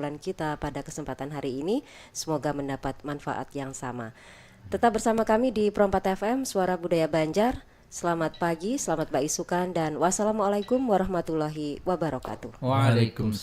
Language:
Banjar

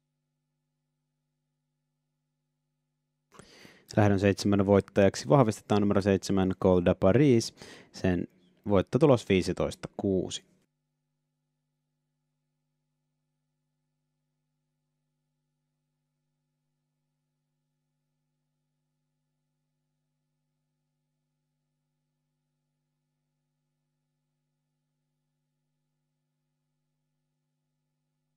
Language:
Finnish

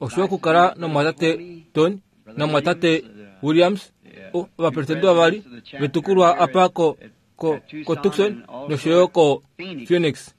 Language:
Kuanyama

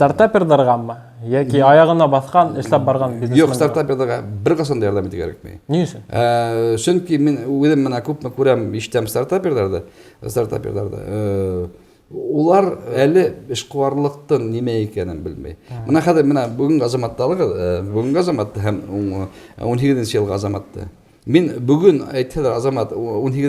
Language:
Bashkir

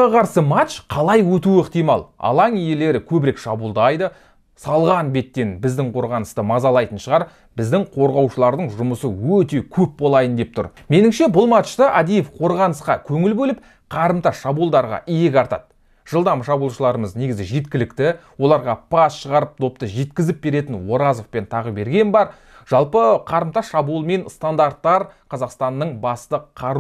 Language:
Kazakh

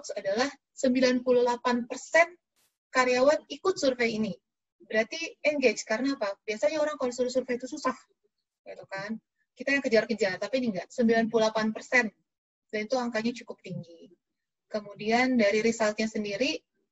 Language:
Indonesian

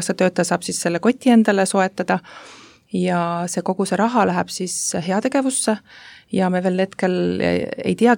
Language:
Estonian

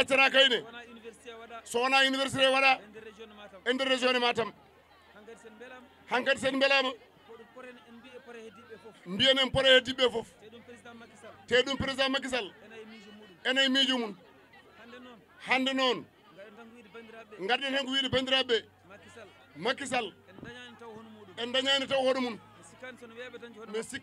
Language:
Fula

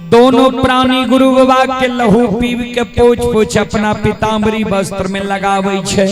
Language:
Maithili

